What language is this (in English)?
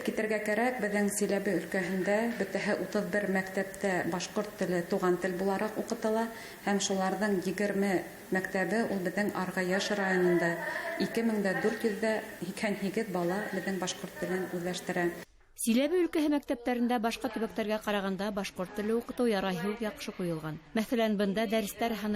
Bashkir